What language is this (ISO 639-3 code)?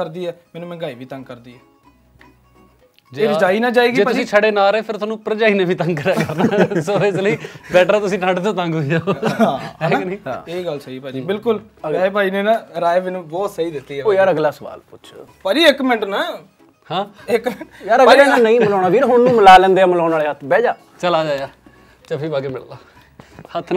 pan